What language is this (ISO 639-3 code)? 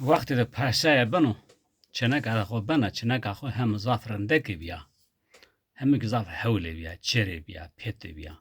zza